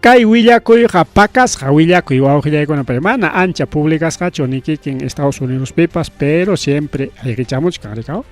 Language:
Ayacucho Quechua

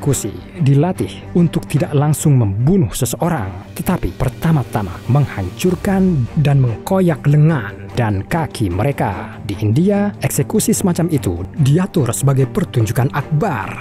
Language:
Indonesian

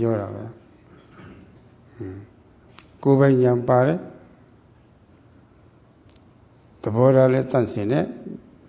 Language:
Burmese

